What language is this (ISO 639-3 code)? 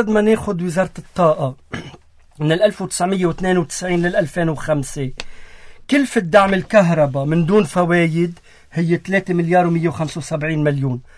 apc